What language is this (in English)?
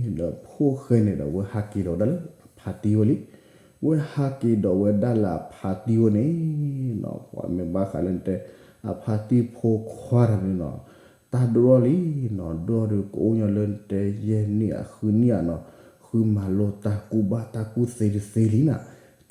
S'gaw Karen